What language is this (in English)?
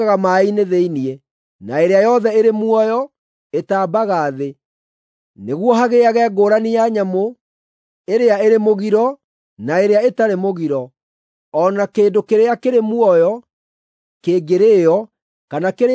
Kikuyu